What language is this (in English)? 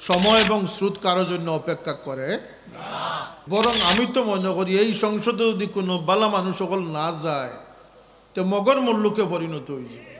Sylheti